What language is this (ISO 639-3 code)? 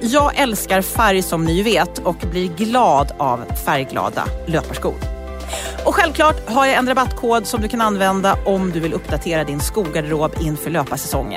swe